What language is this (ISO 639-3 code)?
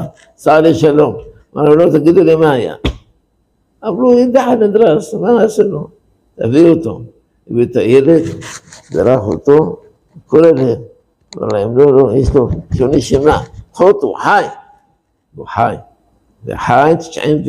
heb